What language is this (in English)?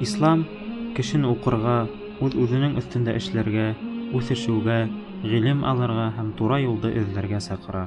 Bashkir